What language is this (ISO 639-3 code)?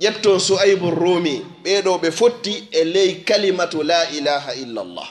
ful